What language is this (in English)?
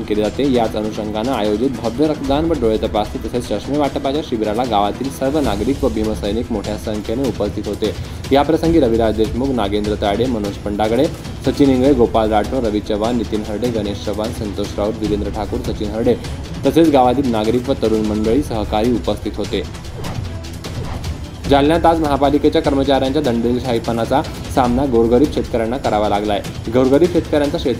Marathi